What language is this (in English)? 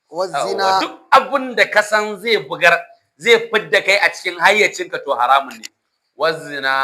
Hausa